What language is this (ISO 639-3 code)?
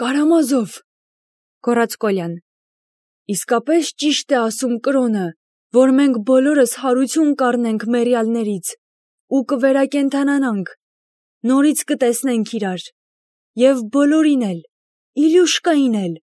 hye